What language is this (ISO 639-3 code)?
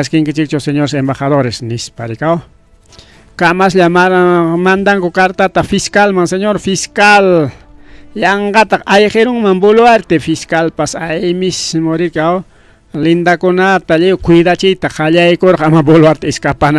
quy